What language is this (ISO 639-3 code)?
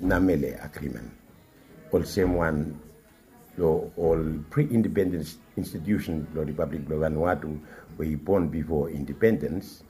bis